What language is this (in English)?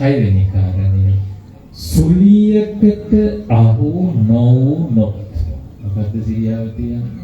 Sinhala